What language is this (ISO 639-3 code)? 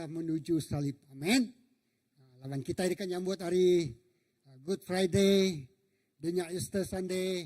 iba